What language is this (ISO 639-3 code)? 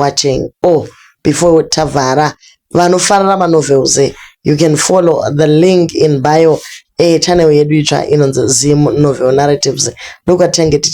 sna